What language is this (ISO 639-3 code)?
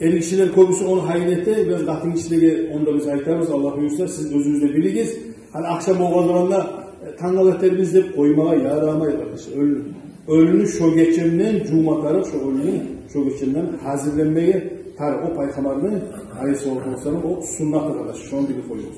kum